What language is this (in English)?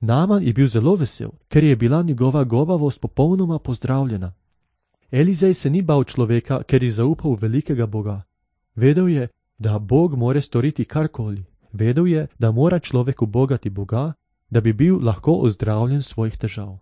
Slovenian